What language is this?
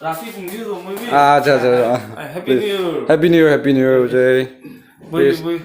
Naga Pidgin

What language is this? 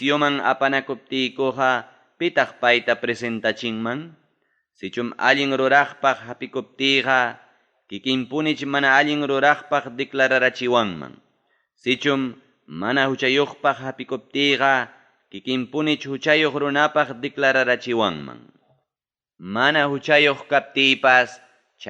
Ayacucho Quechua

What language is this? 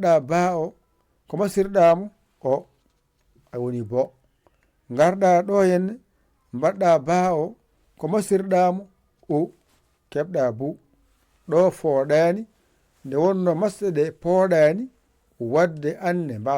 Fula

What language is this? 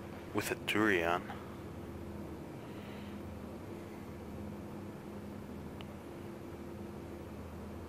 English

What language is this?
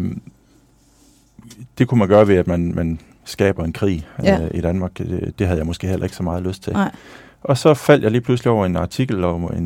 Danish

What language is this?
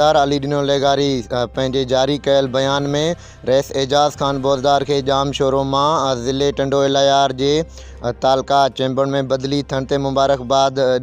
Sindhi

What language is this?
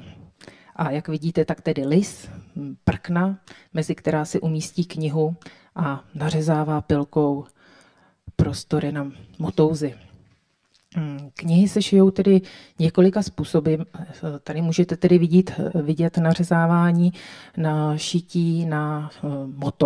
Czech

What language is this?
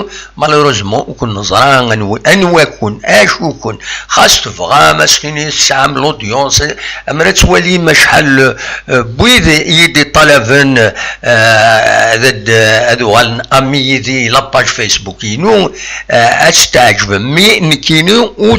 Kabyle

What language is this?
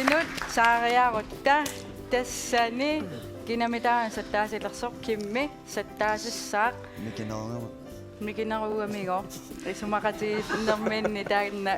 Kalaallisut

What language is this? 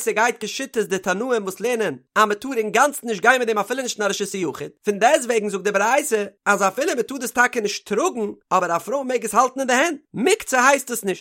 Yiddish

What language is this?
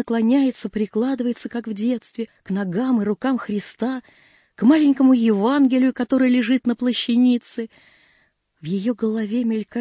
Russian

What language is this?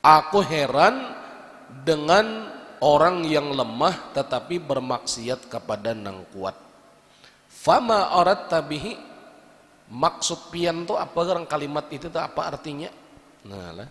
Banjar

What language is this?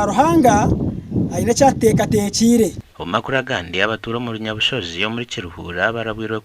Nyankole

